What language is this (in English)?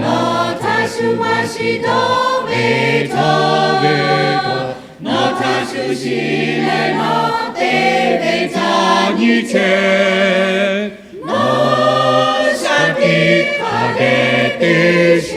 Lahu